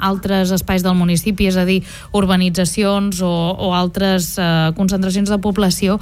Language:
Catalan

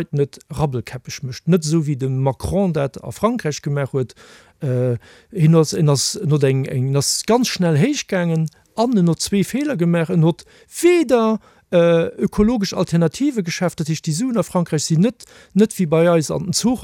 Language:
Luxembourgish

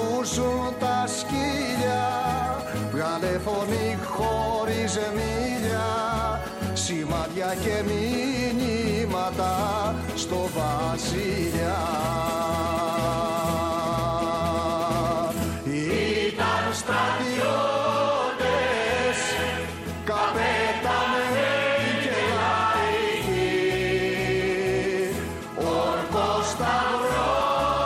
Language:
Greek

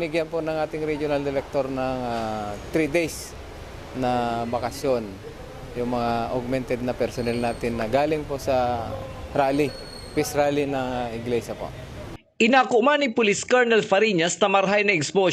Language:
Bikol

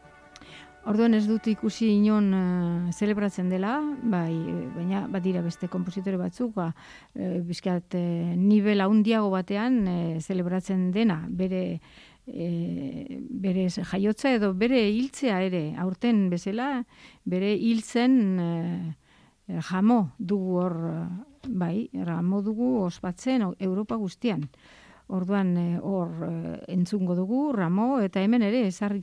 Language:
Basque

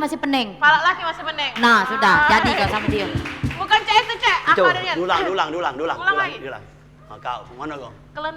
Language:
Musi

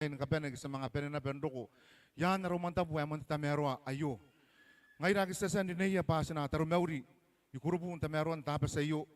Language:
Gilbertese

